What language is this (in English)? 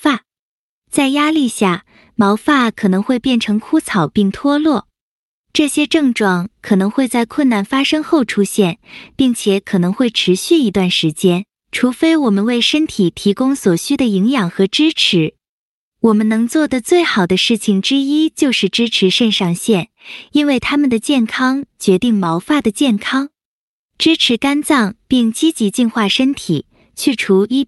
Chinese